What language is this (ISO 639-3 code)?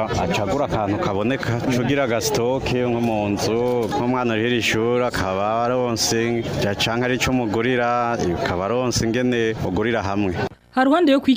run